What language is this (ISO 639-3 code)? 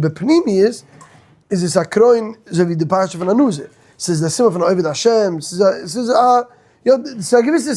yid